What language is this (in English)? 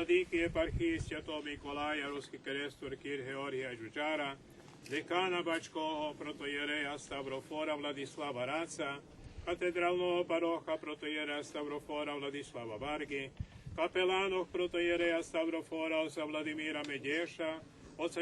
Rusyn